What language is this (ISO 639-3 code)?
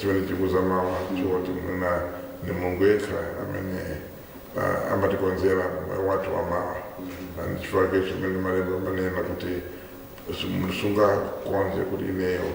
nya